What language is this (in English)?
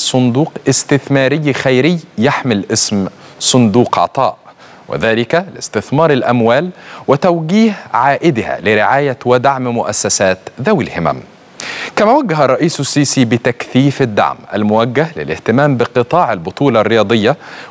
Arabic